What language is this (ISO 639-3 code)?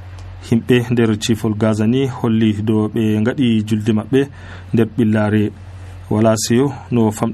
fuv